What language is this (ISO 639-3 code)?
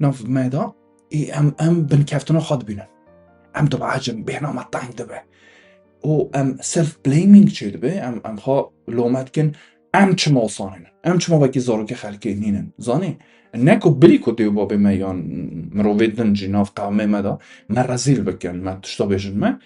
kur